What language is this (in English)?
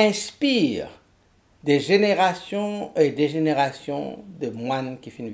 Morisyen